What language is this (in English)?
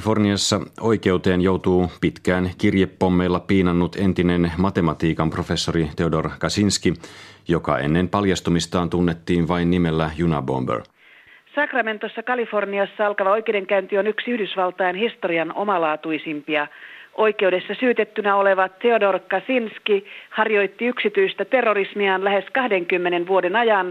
Finnish